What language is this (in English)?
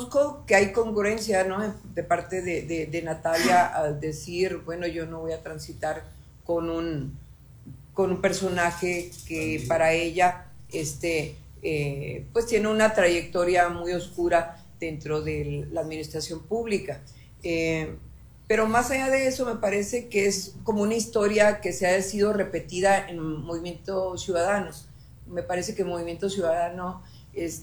Spanish